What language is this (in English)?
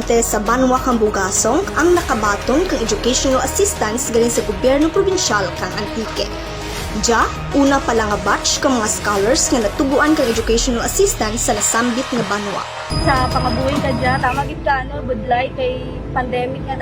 Kinaray-a